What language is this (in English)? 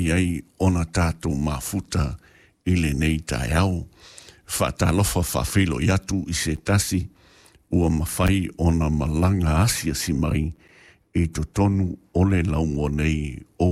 Samoan